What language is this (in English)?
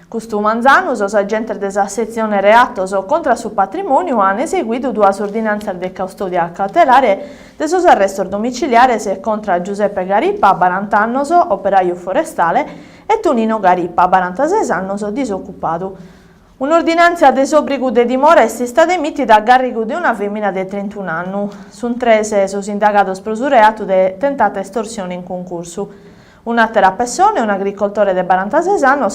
Sardinian